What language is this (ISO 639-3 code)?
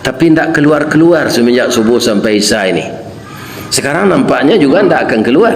min